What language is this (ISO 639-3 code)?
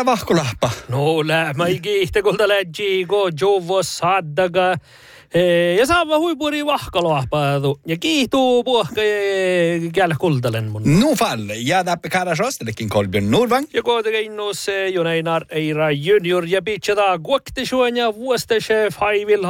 sme